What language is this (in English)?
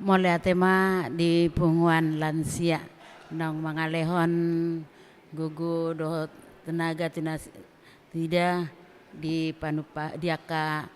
Batak Toba